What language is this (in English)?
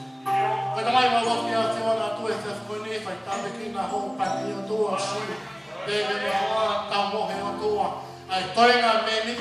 Tongan